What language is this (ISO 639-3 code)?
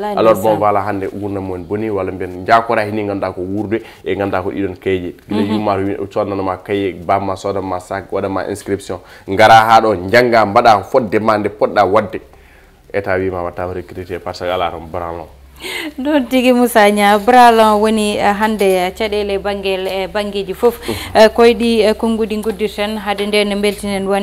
ful